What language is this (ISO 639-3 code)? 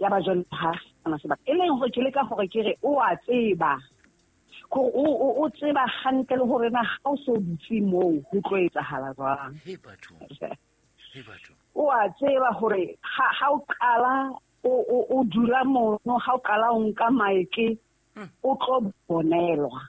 sot